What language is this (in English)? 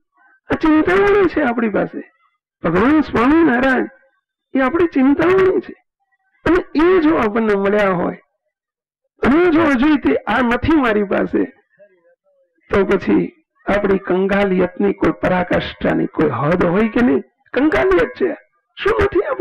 Gujarati